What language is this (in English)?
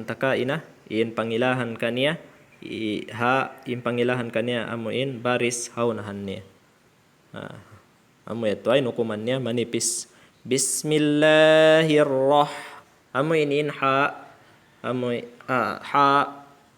Tausug